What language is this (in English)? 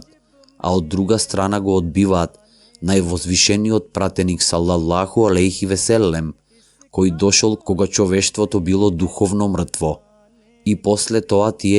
Macedonian